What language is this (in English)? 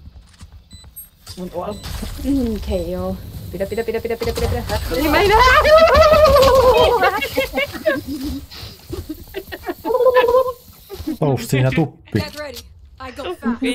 Finnish